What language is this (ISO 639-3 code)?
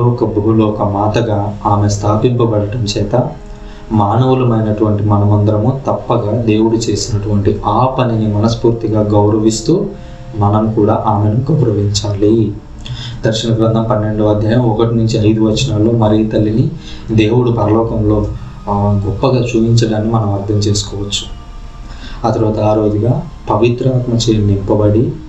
tel